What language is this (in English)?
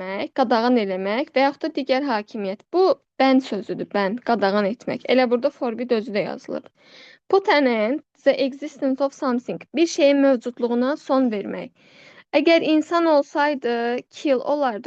Azerbaijani